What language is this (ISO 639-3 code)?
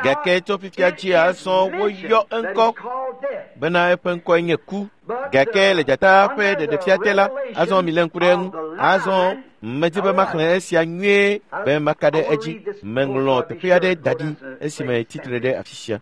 ewe